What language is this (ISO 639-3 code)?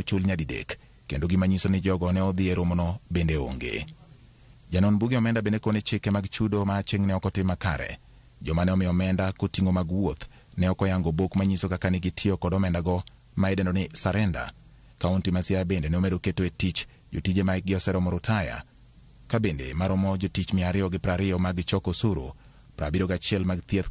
luo